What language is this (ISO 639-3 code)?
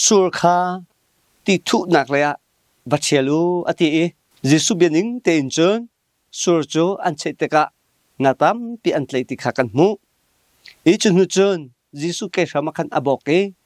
cnh